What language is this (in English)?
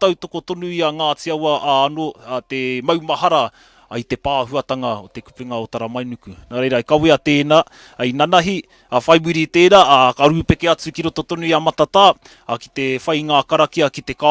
Māori